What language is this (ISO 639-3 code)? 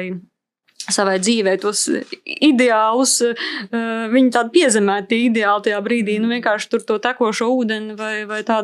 lav